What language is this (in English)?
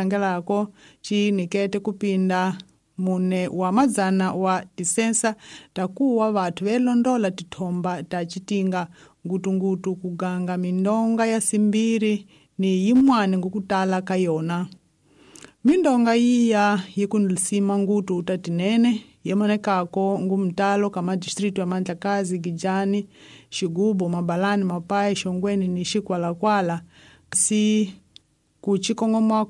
Tsonga